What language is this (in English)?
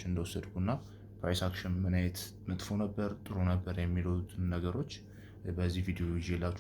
Amharic